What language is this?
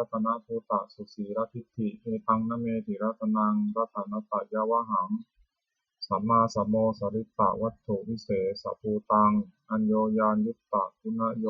Pali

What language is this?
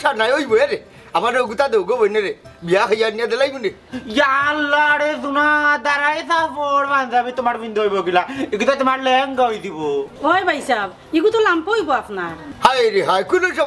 Sylheti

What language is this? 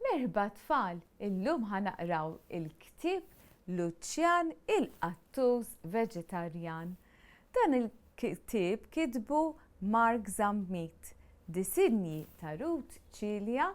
Maltese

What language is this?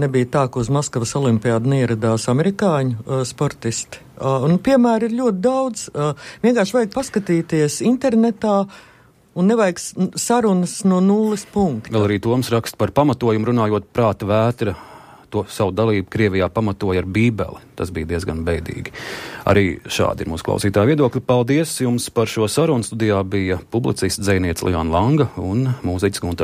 Latvian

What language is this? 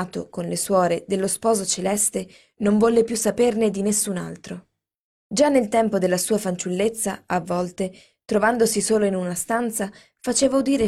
Italian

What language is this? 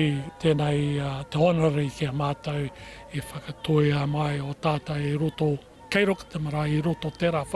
Māori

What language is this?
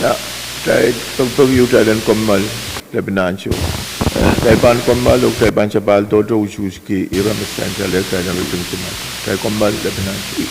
Pohnpeian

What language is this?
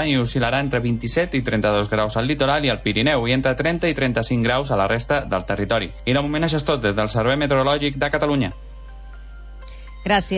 Catalan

